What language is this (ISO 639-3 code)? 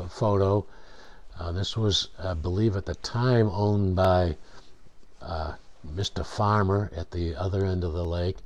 eng